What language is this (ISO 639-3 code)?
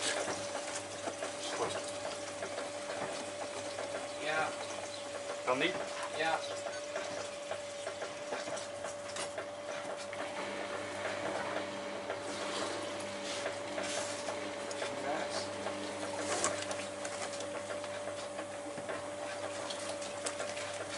nld